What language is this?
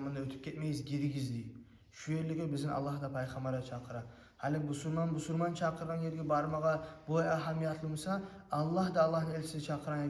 Kumyk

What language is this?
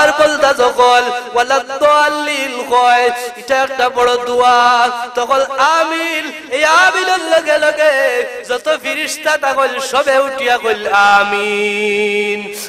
Sylheti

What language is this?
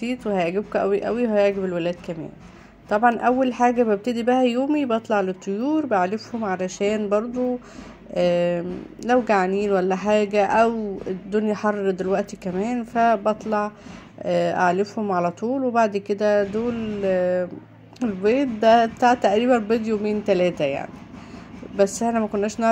Egyptian Arabic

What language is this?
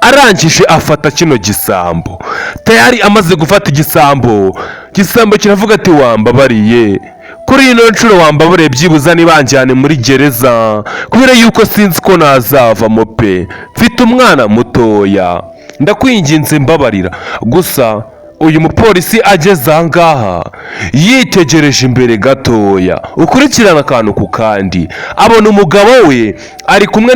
Kinyarwanda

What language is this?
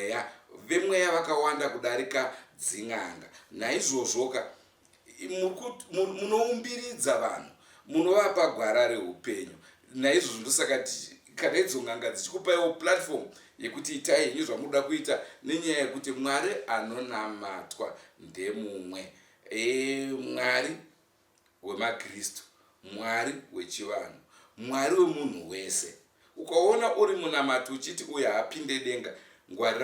Shona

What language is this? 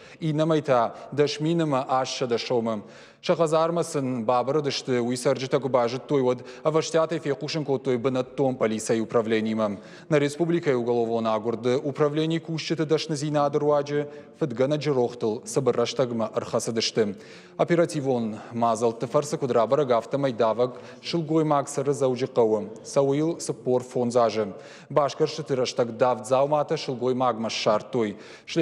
Ossetic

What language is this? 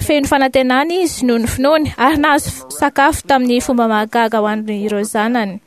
Malagasy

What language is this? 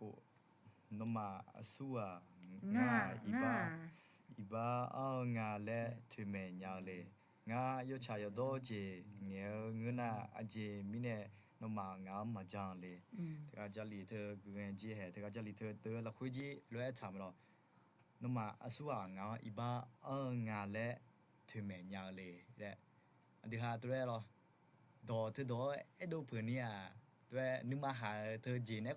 Akha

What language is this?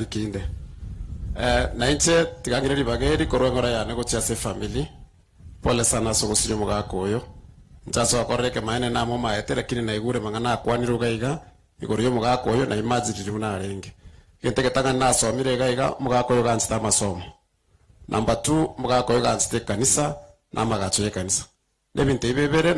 Gusii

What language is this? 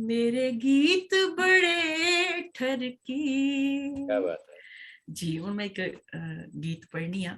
Dogri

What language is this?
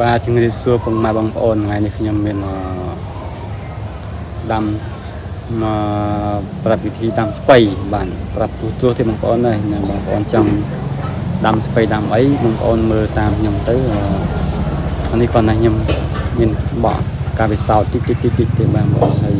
Khmer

